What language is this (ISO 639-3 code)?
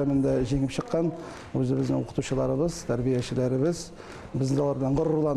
tat